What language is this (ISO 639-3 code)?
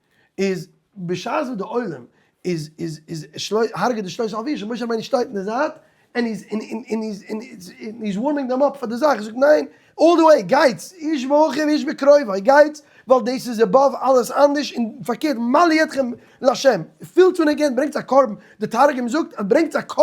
yid